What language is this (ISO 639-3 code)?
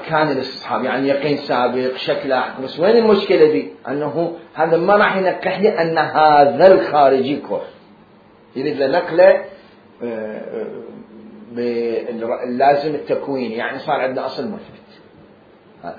acm